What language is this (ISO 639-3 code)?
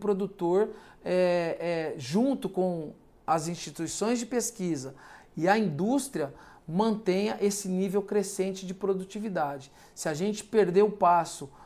por